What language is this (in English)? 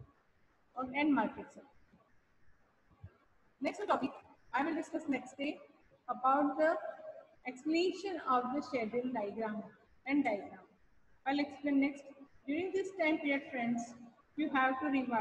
English